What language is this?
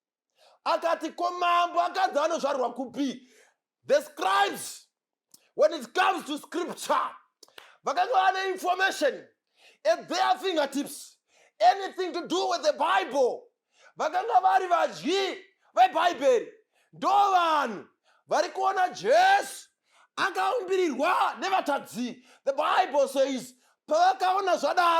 Shona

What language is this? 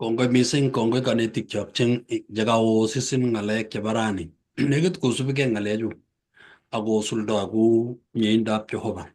Kalenjin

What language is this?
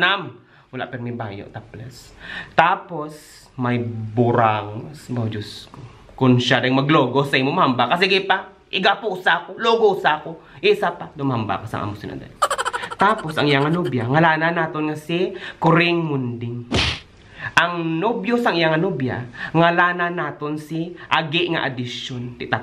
Hiligaynon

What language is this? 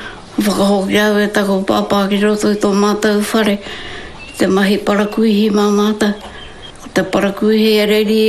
Māori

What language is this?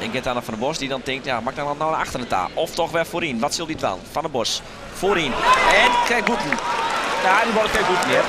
Western Frisian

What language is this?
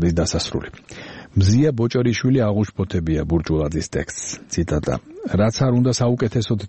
Georgian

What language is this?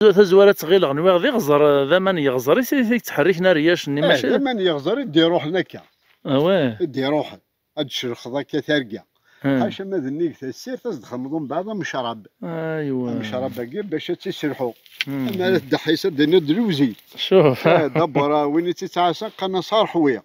Kabyle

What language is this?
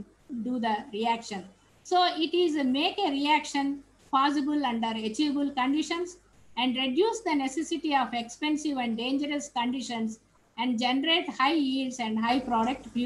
English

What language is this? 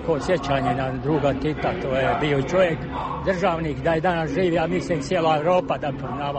Croatian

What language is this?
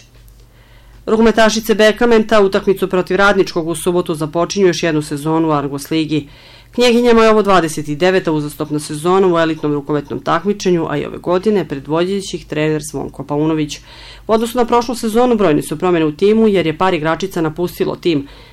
Serbian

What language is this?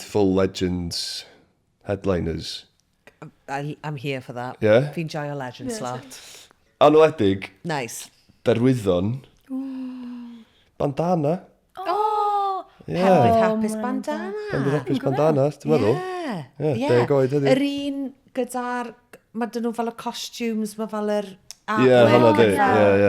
Welsh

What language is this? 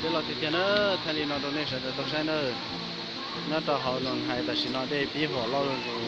Hmong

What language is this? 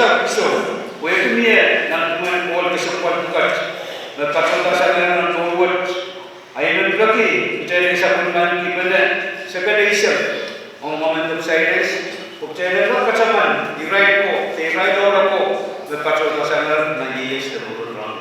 Pohnpeian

